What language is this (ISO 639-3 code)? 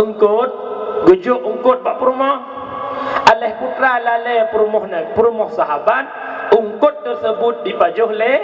ace